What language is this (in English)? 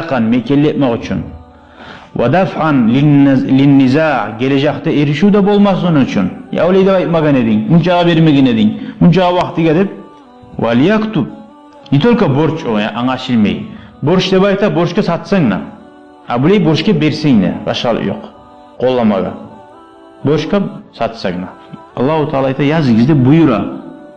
Kumyk